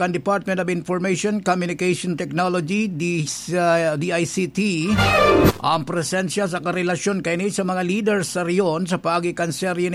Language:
Bikol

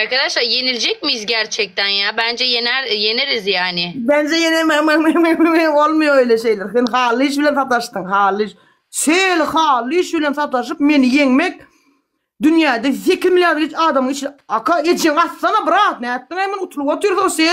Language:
Turkmen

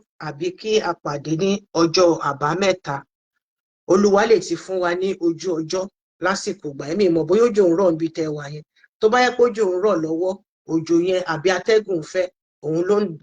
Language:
Yoruba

